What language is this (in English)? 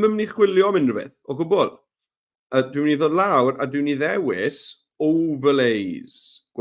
Welsh